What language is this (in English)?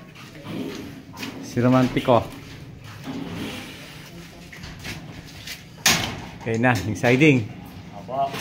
Filipino